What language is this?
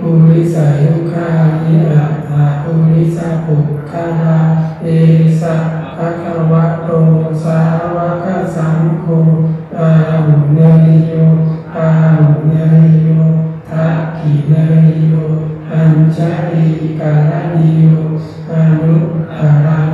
Pali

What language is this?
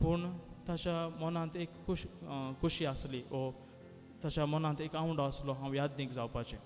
Konkani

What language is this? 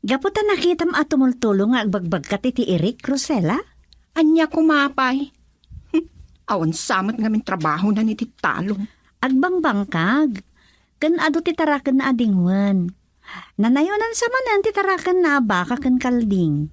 Iloko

